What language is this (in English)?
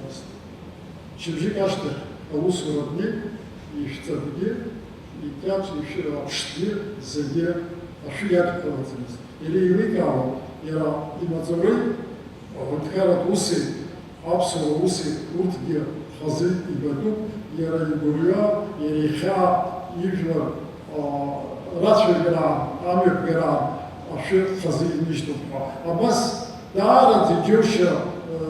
Abkhazian